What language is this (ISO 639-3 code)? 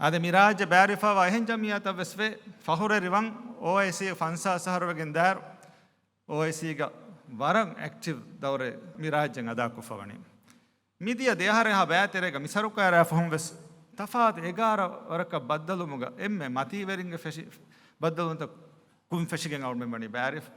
div